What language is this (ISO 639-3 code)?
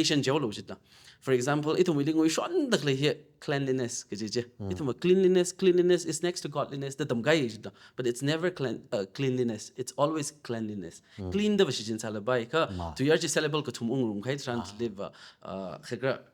nmf